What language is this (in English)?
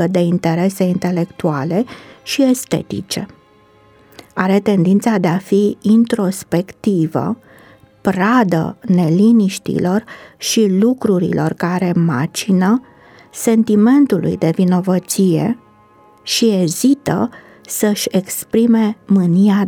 Romanian